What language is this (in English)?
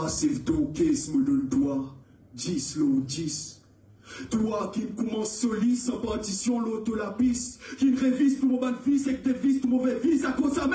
Morisyen